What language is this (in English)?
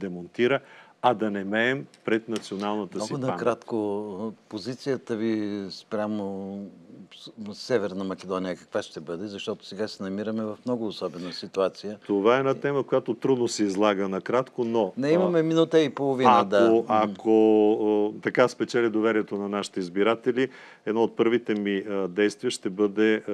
Bulgarian